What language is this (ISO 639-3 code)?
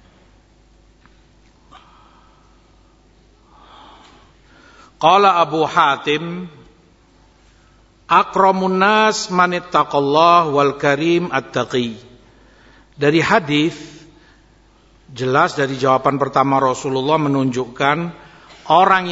ind